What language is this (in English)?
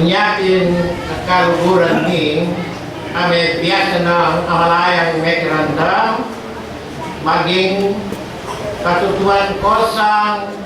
Pampanga